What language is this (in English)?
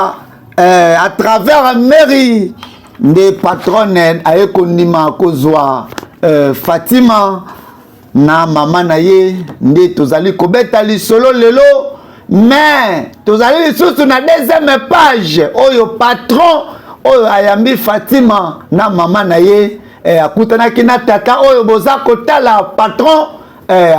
Lingala